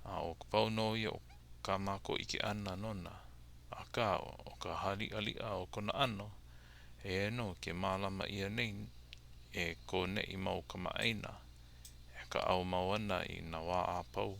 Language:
Hawaiian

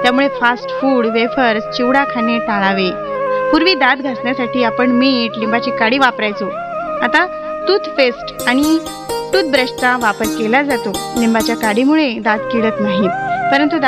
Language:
Marathi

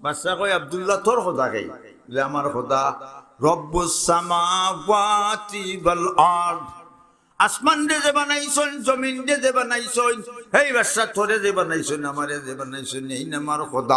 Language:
Sylheti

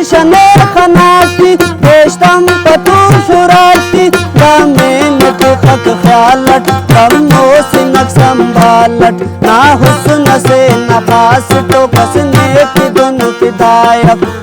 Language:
Brahui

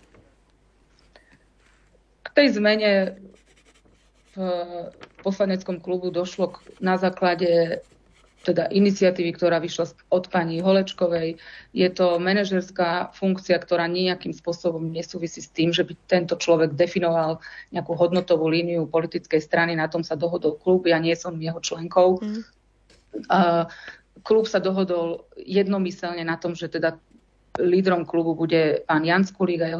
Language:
Slovak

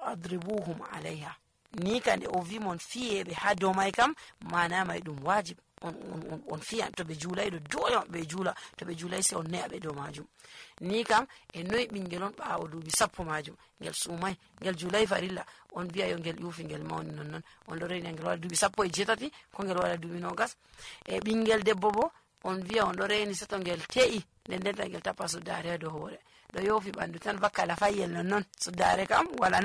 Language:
Nigerian Fulfulde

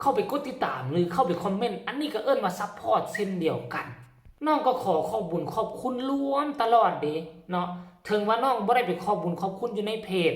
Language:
Northeastern Thai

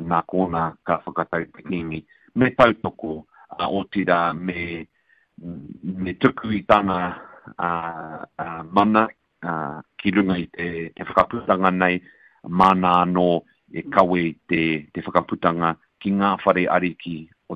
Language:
Māori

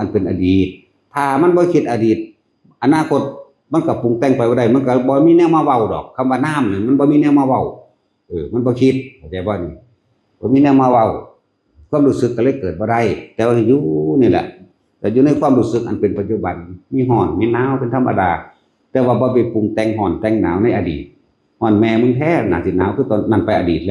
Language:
Northeastern Thai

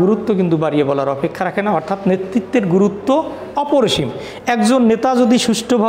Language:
Bangla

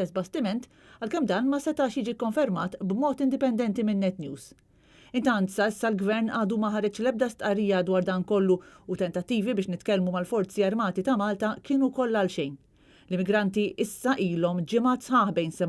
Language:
Maltese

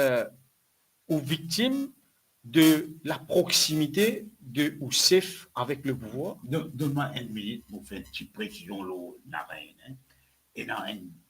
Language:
Morisyen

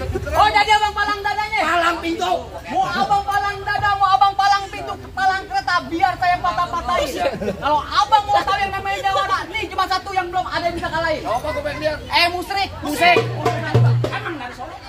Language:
Betawi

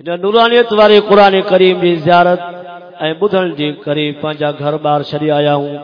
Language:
Saraiki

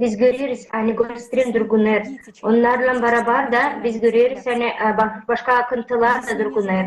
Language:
Gagauz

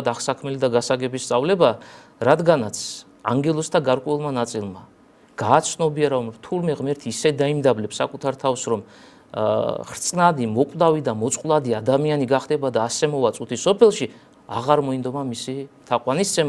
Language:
Georgian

